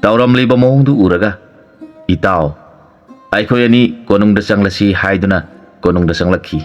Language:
Manipuri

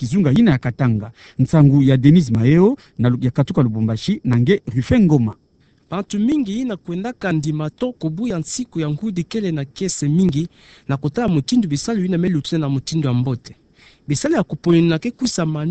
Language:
Kituba (Democratic Republic of Congo)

